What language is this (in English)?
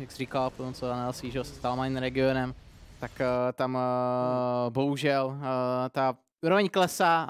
Czech